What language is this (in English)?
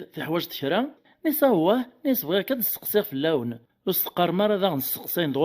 Kabyle